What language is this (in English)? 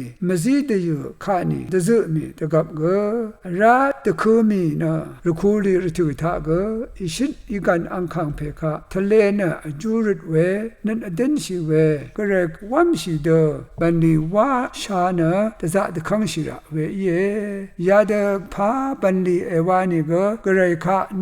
Rawang